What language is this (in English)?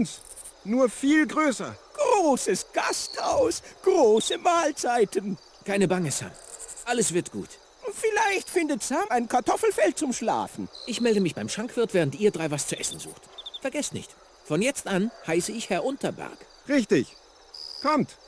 Bavarian